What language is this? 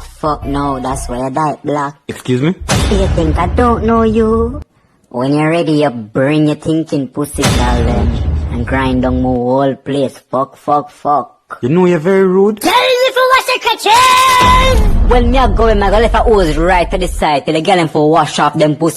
Jamaican Creole English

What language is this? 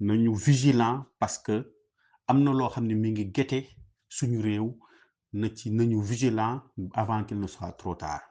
Wolof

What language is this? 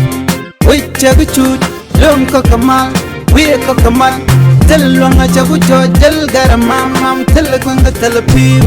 Nuer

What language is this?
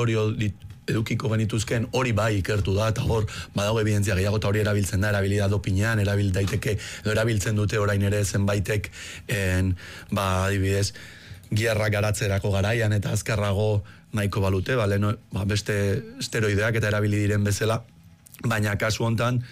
Basque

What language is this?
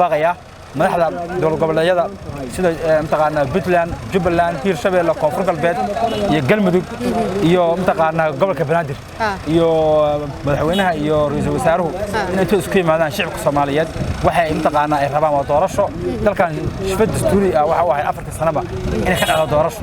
Somali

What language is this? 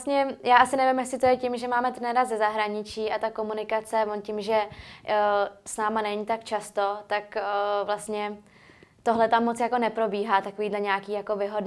Czech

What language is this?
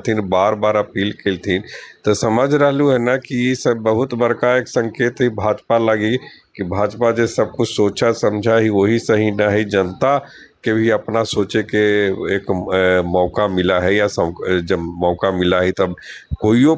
Magahi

